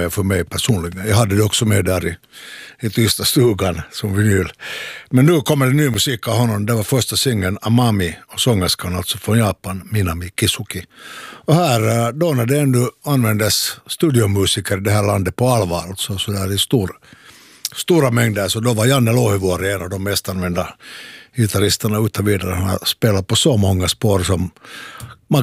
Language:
Swedish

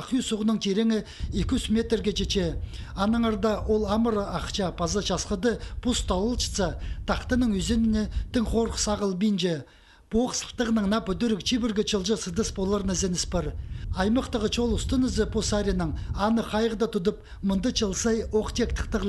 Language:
Khakas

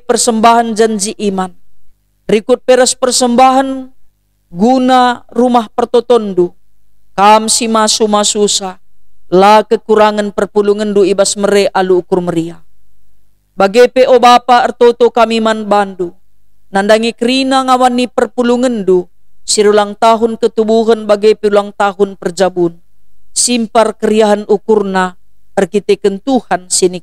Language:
Batak Karo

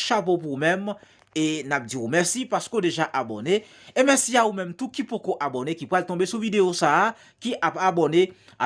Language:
Haitian Creole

